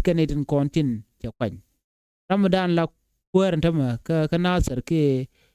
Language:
Nuer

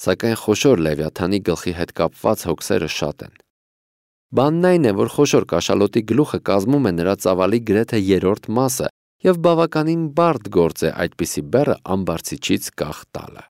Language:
Armenian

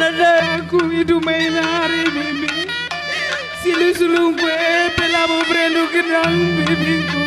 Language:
Batak Karo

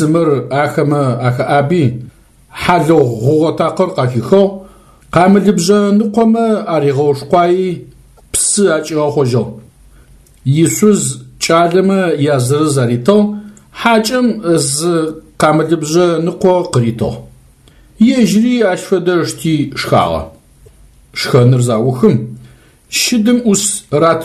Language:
Adyghe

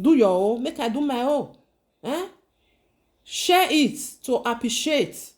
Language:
Nigerian Pidgin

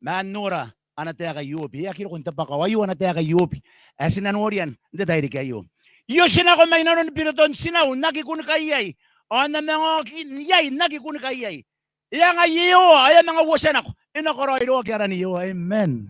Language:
Gilbertese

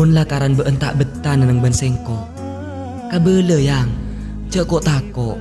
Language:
Madurese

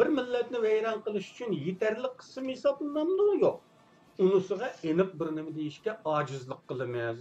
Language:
Uyghur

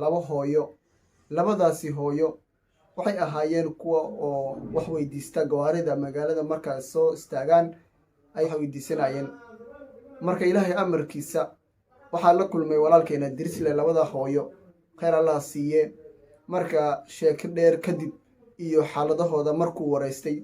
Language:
Somali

